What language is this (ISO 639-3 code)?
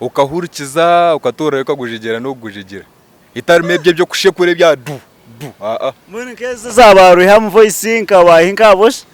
nyn